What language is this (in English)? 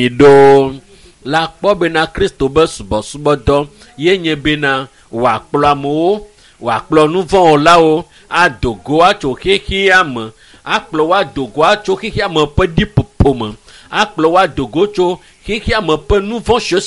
Ewe